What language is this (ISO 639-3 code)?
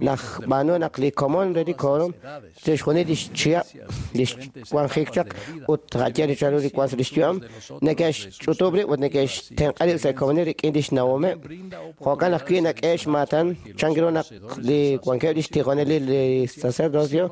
kek